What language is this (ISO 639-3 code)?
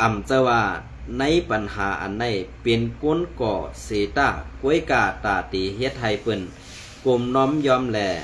shn